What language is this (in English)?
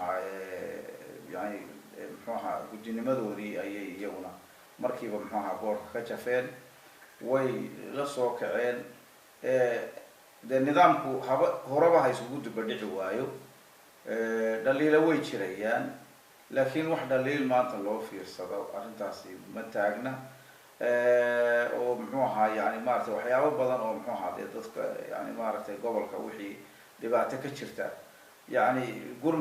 Somali